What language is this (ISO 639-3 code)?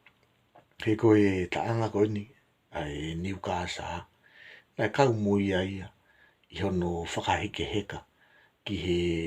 ton